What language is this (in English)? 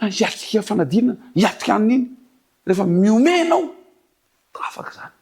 Malagasy